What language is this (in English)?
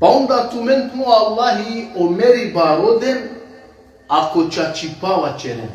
Balkan Romani